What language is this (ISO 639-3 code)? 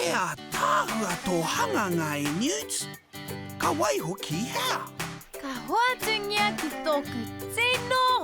mri